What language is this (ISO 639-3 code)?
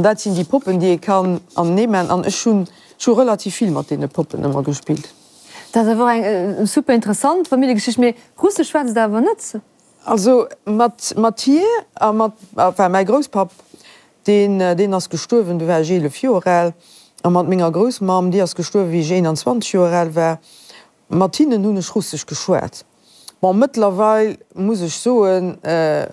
ltz